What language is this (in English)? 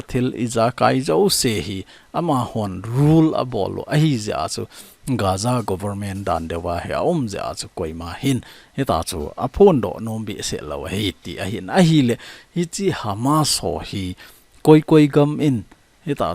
Thado Chin